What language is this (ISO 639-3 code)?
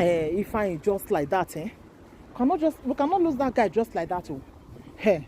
pcm